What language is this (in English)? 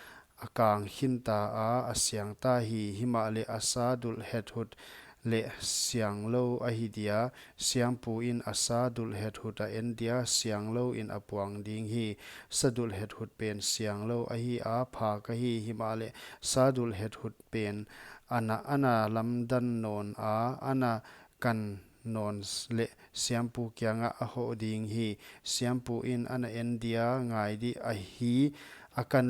Paite Chin